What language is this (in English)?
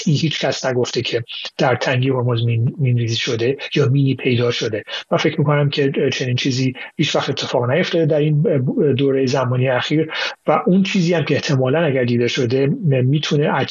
Persian